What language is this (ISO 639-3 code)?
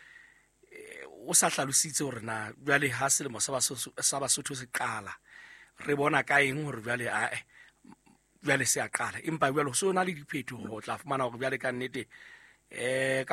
sot